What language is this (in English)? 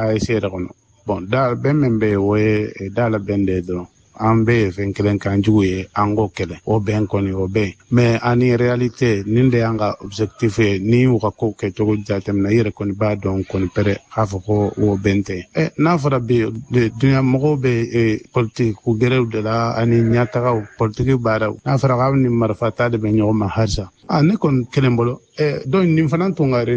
Bambara